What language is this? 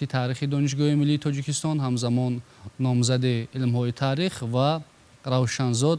Tajik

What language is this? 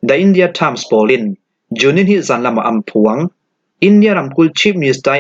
Falam Chin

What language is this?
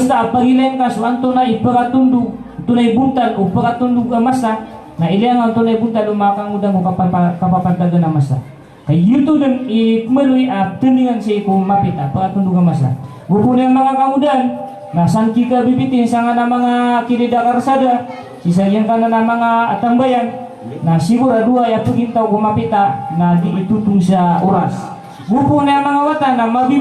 Maranao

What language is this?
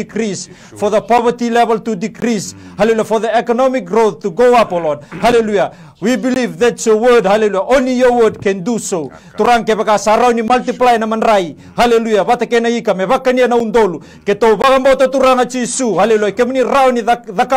Fijian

